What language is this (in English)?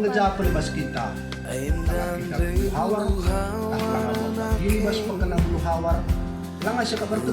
Batak Karo